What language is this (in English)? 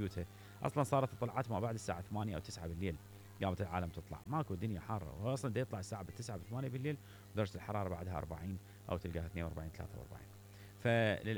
Mesopotamian Arabic